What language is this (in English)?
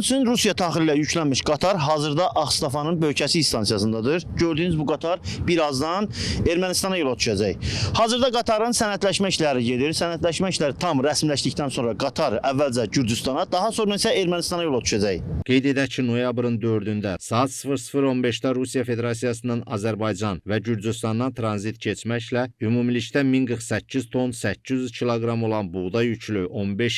Azerbaijani